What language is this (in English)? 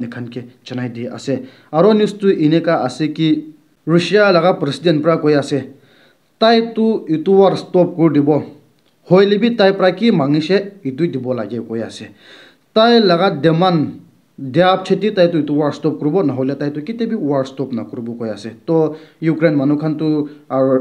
Naga Pidgin